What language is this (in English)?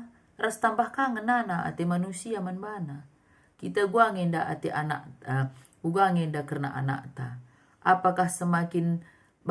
Batak Karo